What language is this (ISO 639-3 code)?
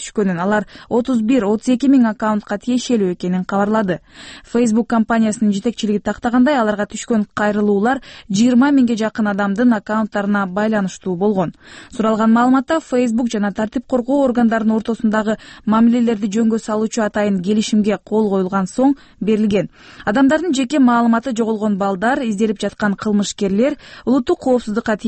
kir